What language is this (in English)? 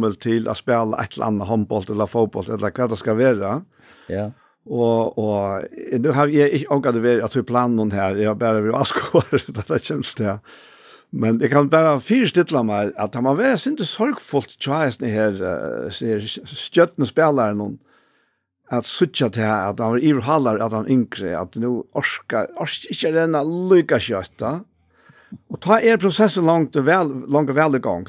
Faroese